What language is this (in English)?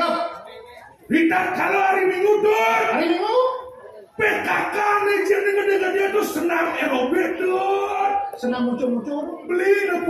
Balinese